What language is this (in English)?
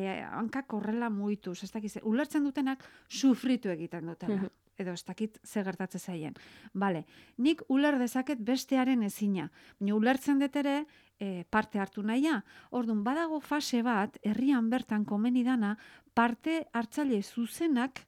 Basque